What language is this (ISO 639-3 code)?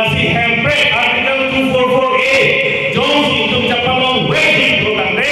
mjw